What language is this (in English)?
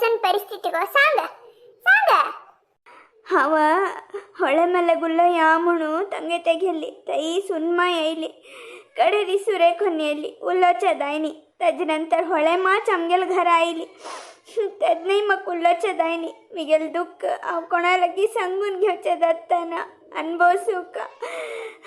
Konkani